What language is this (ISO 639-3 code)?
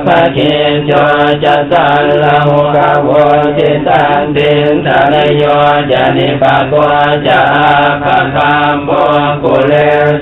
pli